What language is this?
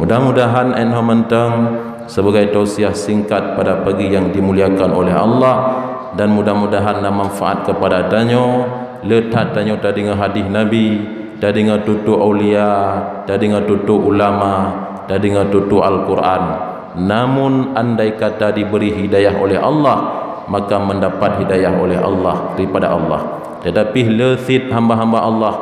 Achinese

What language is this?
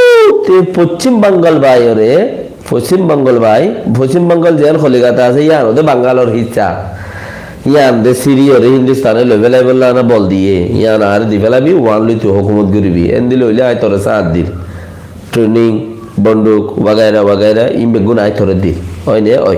Rohingya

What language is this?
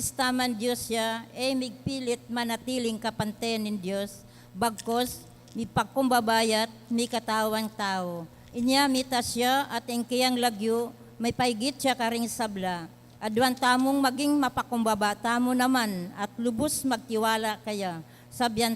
Pampanga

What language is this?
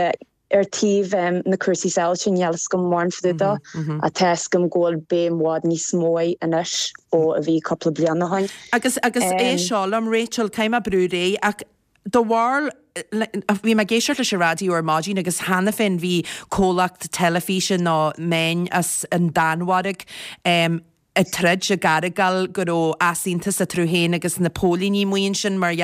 Irish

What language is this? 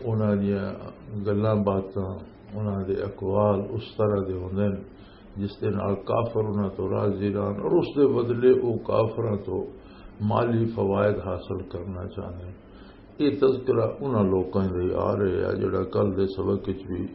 Western Panjabi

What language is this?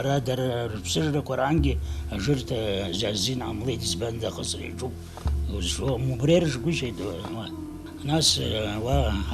Abkhazian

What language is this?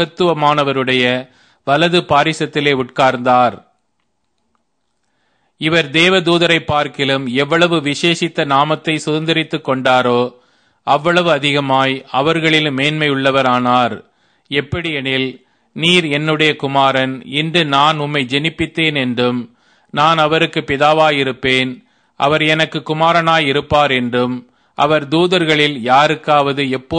Tamil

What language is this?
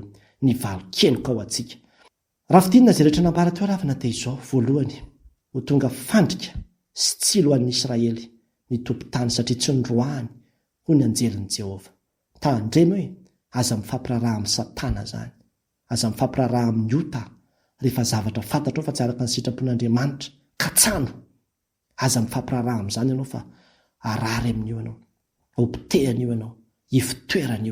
Malagasy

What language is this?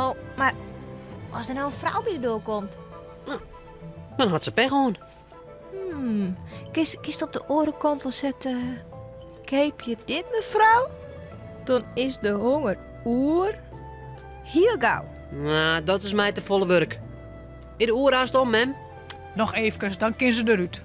Western Frisian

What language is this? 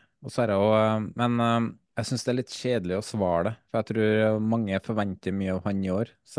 Norwegian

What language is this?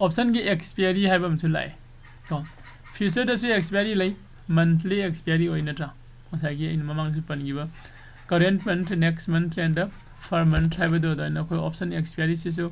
Manipuri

